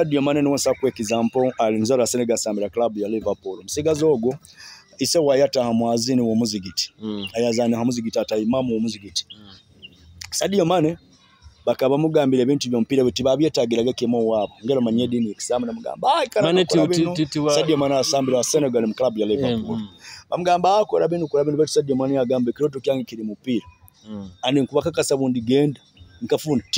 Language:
Nyoro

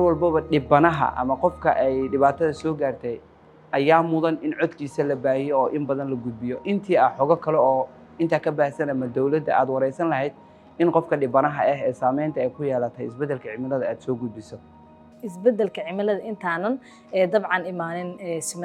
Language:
Somali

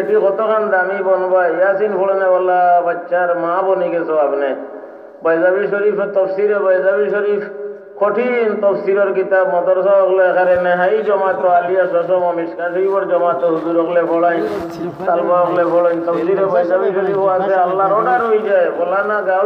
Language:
Sylheti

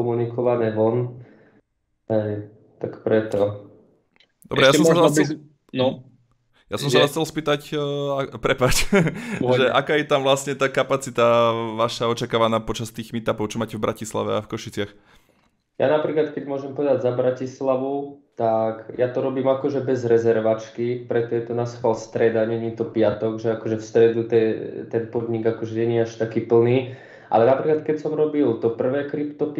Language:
Slovak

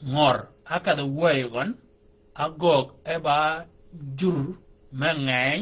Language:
Shilluk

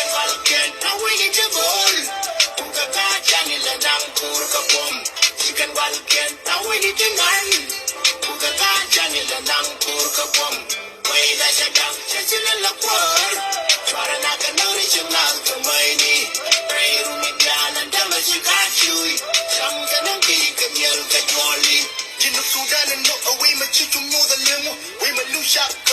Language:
Nuer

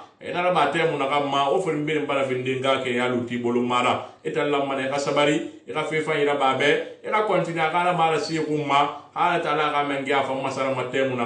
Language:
Susu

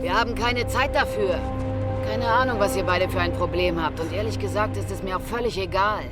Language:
Bavarian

